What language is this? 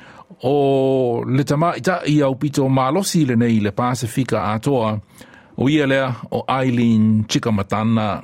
Samoan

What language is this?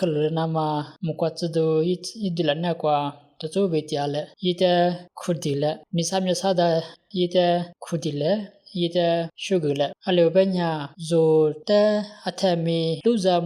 Lisu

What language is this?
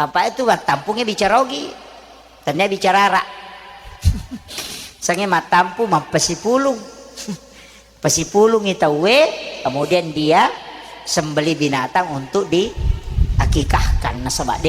Buginese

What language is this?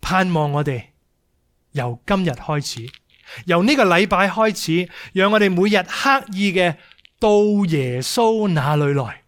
Cantonese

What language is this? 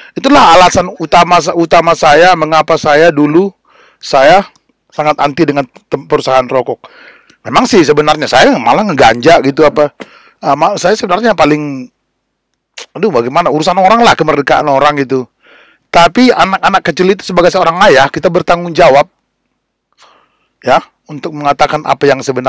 Indonesian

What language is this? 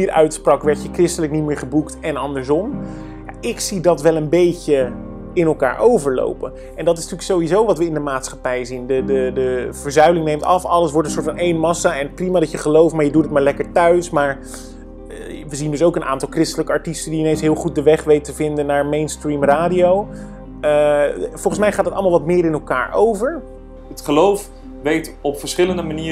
Dutch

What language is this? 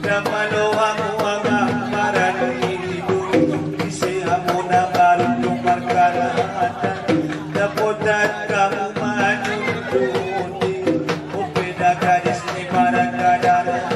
Batak Angkola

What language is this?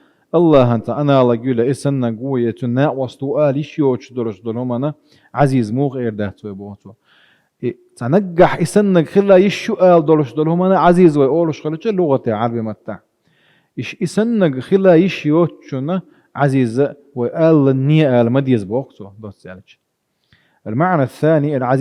Chechen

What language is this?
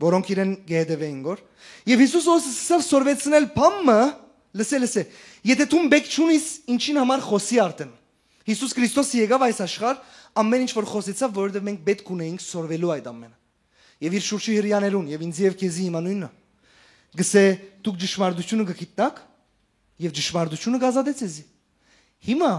Western Armenian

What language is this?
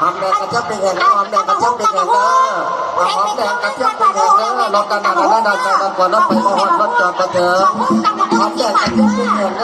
Northeastern Thai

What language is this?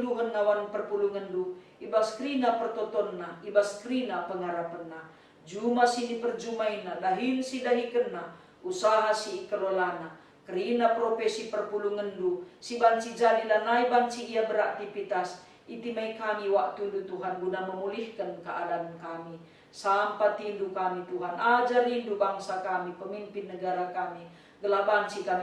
Batak Karo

